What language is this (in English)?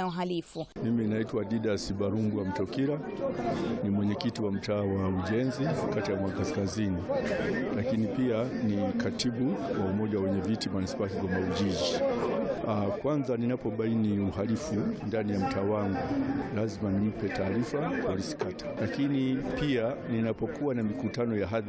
Swahili